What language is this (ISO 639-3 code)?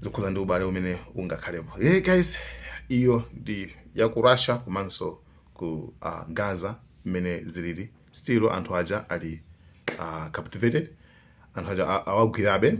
nya